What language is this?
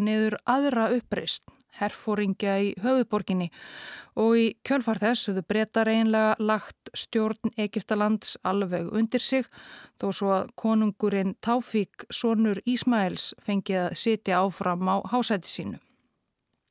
Icelandic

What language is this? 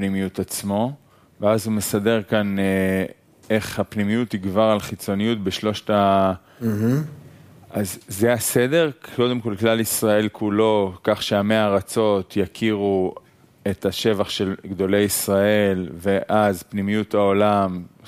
Hebrew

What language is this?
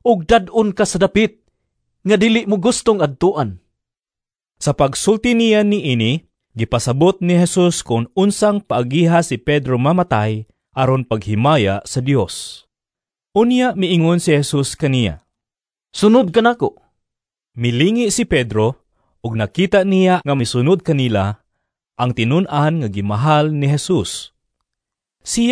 Cebuano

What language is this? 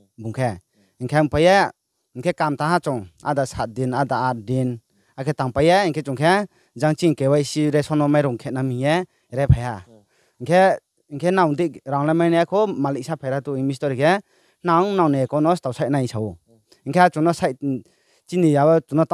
Riang (India)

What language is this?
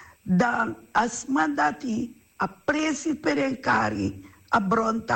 Sranan Tongo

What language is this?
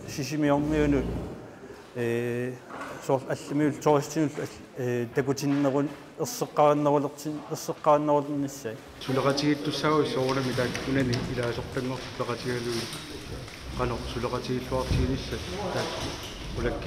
Kalaallisut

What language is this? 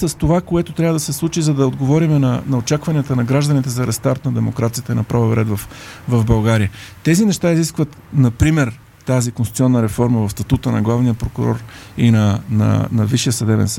Bulgarian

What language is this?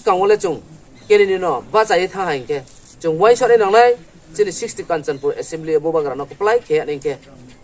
Riang (India)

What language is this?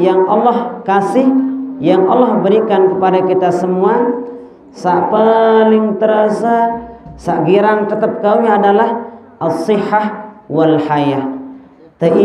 Sasak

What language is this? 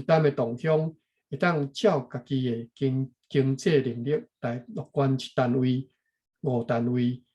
Min Nan Chinese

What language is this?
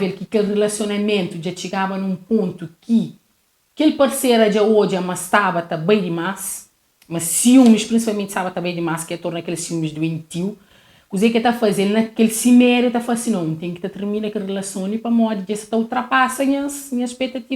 Kabuverdianu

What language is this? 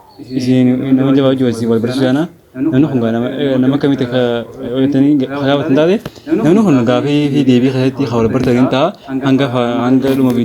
Oromo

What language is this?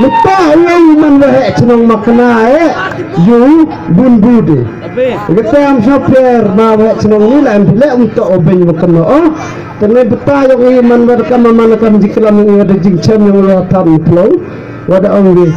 Khasi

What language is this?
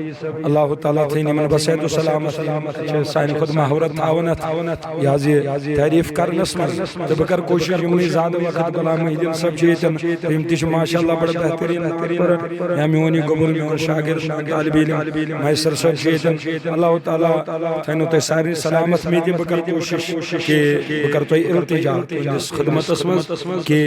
Kashmiri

